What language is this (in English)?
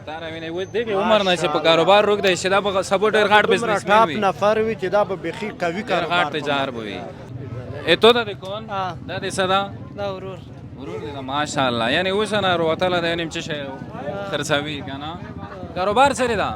Pashto